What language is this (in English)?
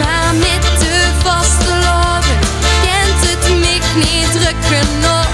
Limburgish